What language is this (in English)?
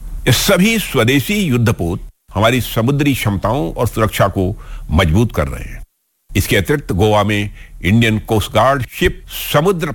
Hindi